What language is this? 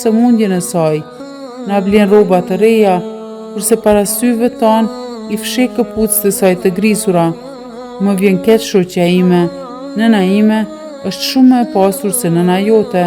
Albanian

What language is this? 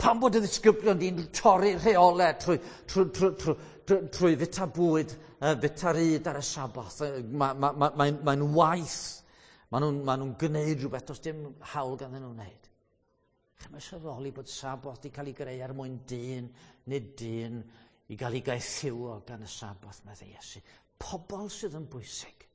Welsh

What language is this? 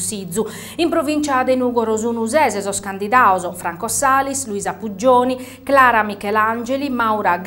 Sardinian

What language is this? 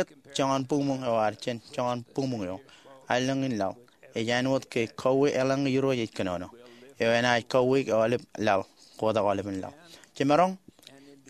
Marshallese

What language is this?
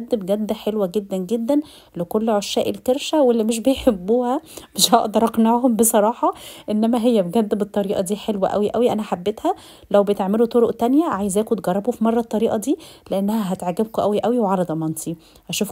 Egyptian Arabic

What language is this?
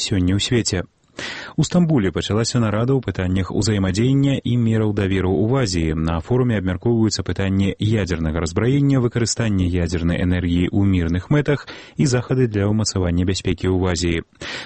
Belarusian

